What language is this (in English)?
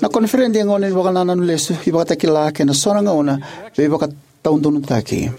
Fijian